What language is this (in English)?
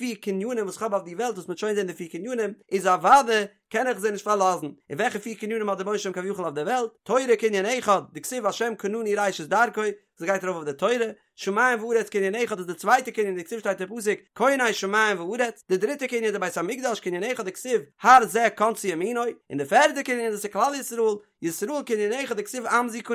Yiddish